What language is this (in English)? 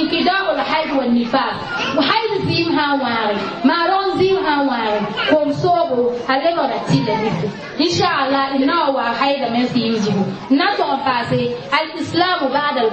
Mossi